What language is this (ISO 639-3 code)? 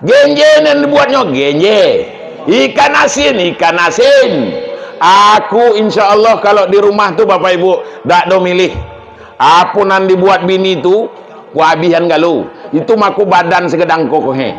min